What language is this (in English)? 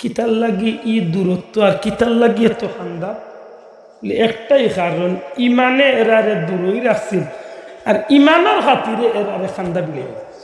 Sylheti